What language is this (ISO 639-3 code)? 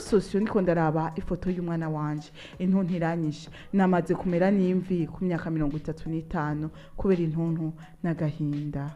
run